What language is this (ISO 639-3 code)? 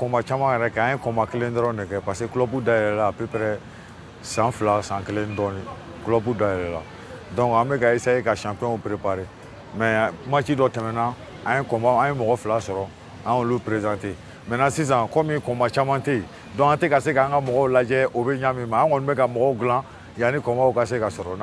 bam